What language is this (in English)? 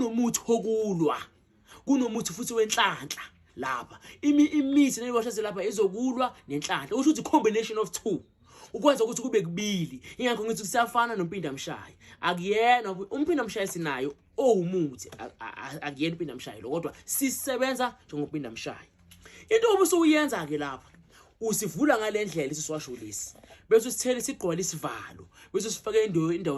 Zulu